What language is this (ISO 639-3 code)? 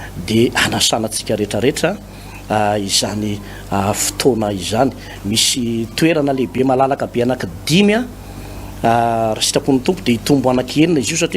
mlg